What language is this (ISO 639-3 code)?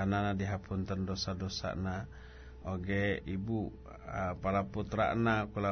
sun